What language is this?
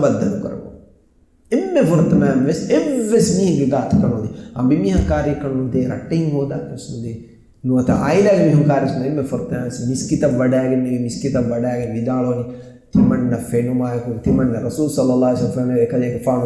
Divehi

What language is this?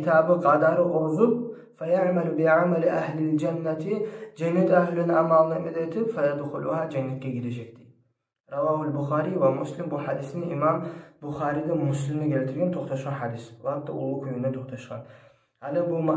Kumyk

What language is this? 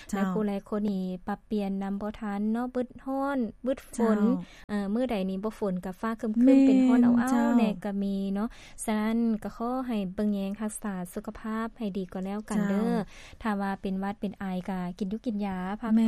Lao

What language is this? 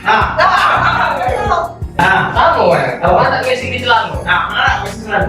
Musi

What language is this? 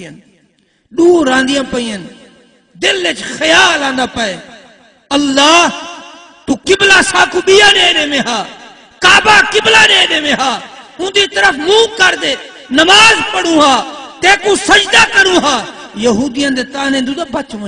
Saraiki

